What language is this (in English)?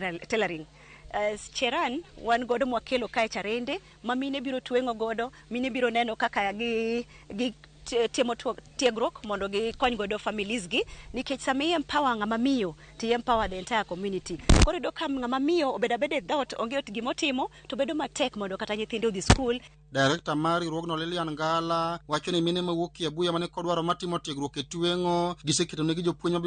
Luo (Kenya and Tanzania)